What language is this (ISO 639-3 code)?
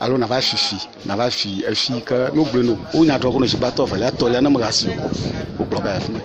ewe